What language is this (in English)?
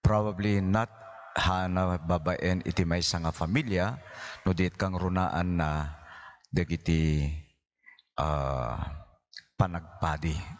Iloko